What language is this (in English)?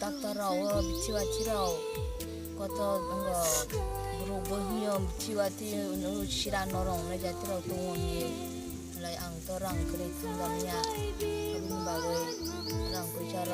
Kok Borok